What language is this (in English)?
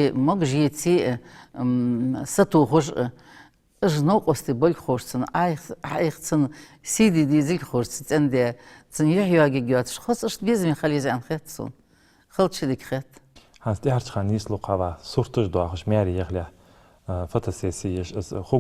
Ingush